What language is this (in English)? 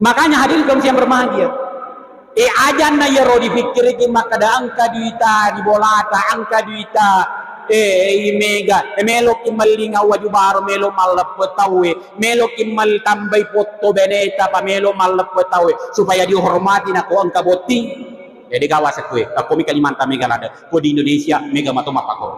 Buginese